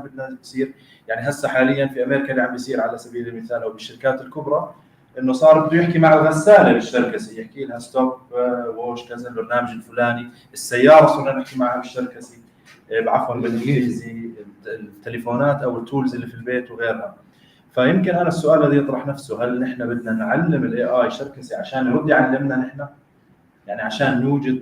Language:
North Levantine Arabic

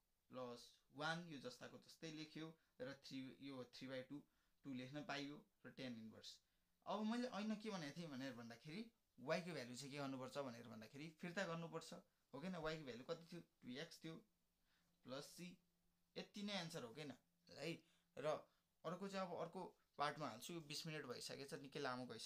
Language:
Nepali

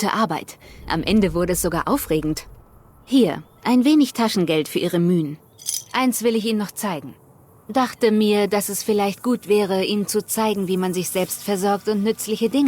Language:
Bavarian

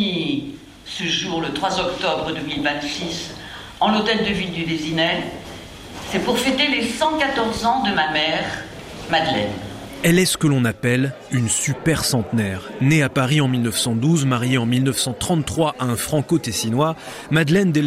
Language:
French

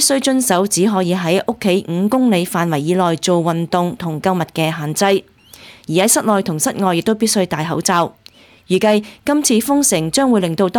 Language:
Cantonese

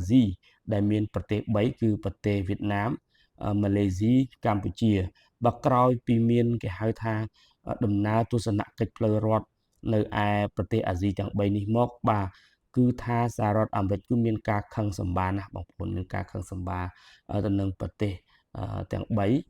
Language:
Khmer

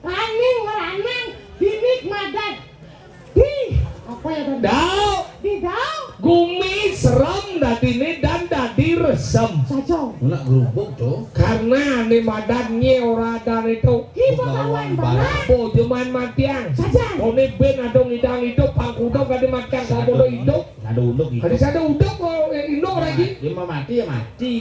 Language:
Balinese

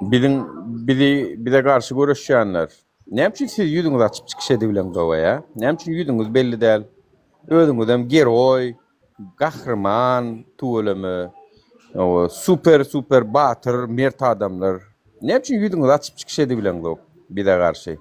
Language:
Turkmen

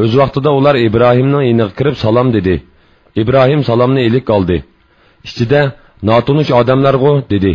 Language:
Uyghur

